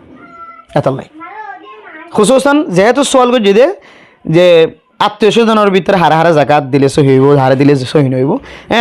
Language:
Rohingya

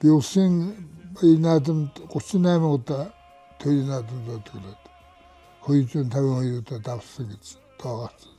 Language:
Mongolian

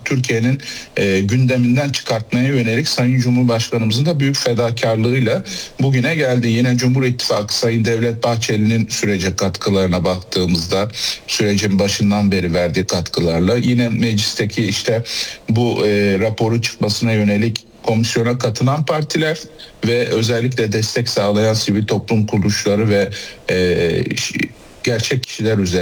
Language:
Turkish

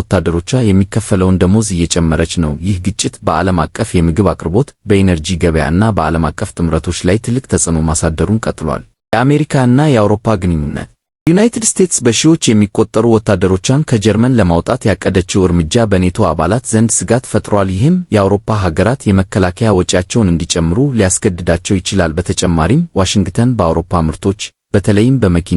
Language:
Amharic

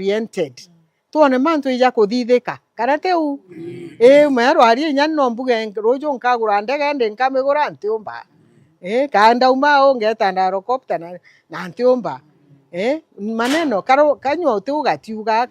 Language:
Meru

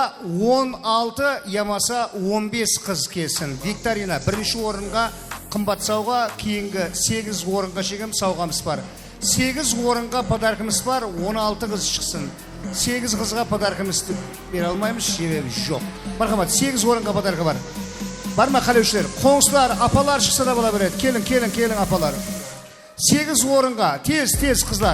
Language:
Kara-Kalpak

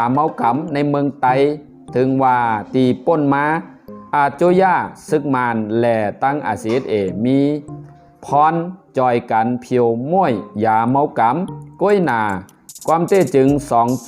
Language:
Shan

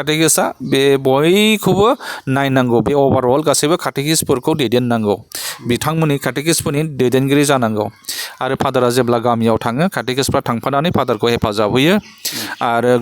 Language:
Bodo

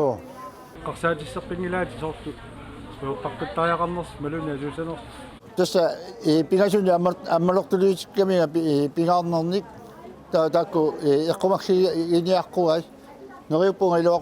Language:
Kalaallisut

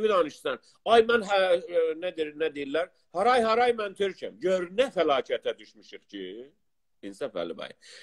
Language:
South Azerbaijani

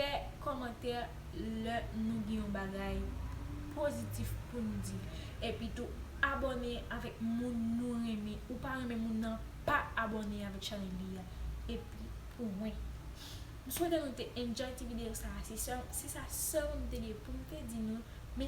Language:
Haitian Creole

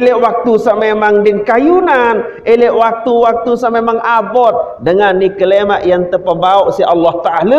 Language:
Sasak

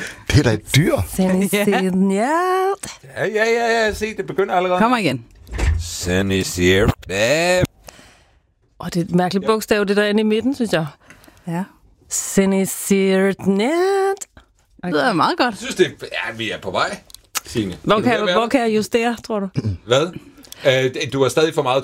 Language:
Danish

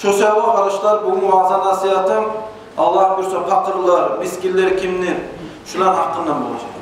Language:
Kumyk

